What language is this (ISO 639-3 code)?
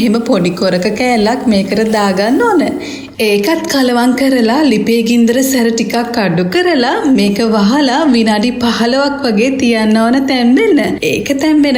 sin